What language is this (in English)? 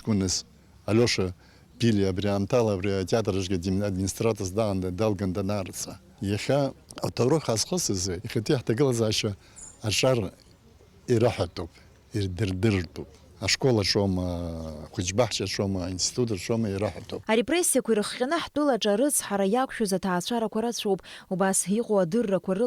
Abkhazian